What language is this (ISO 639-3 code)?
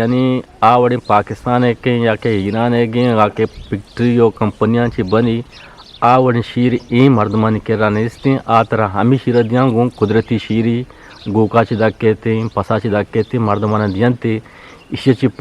bgp